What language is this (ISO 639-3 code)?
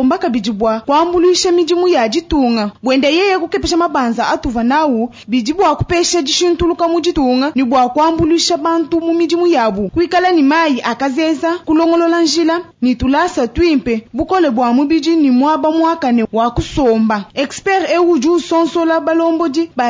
lua